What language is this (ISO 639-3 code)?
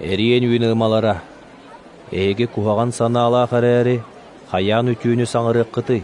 sah